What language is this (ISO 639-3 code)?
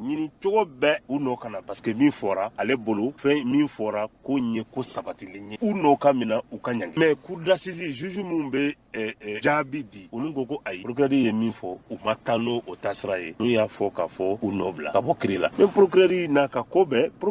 bam